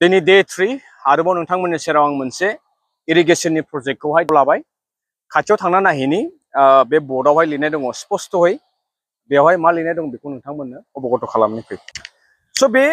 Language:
Bodo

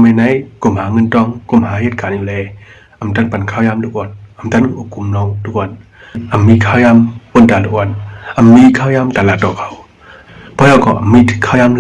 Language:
Shan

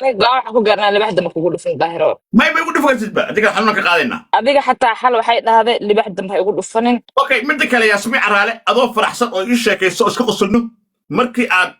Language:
Somali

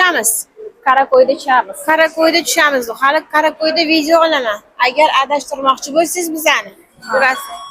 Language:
Uzbek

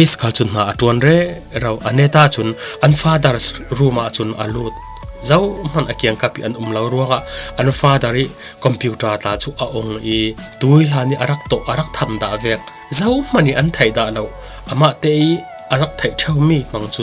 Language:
Falam Chin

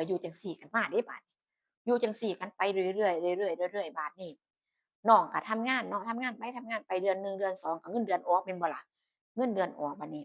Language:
Northeastern Thai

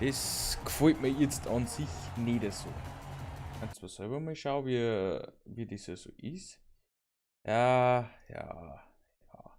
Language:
Bavarian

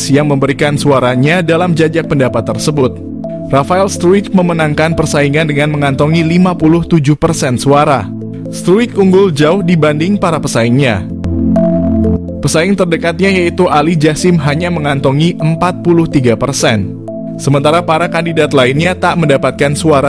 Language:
Indonesian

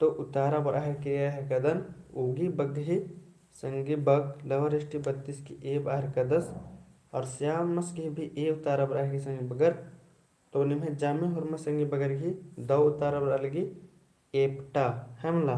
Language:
Kurukh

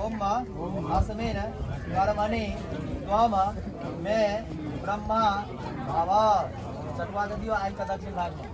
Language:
Maithili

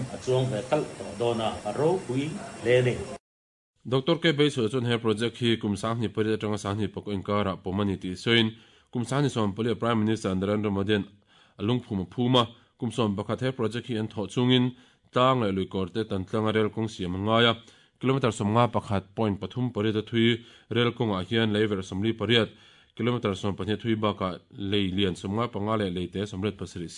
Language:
Mizo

